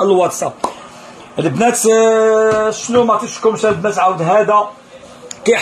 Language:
Moroccan Arabic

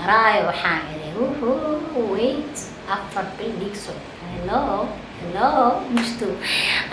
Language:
Somali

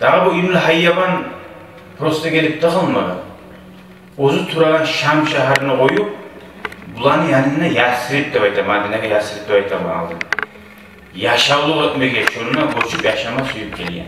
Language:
Kumyk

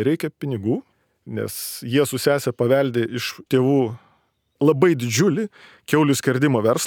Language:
Lithuanian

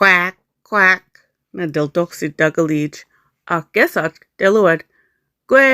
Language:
Mi'kmaw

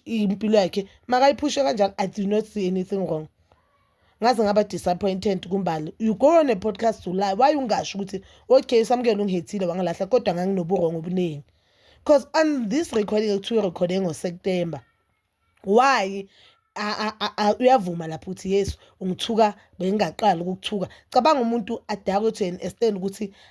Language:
Zulu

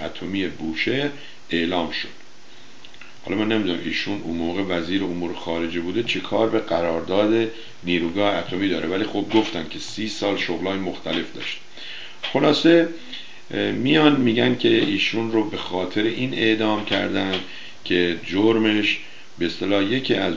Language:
Persian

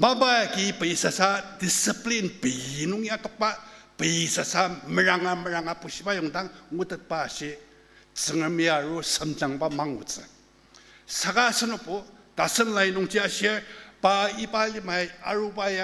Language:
Ao Naga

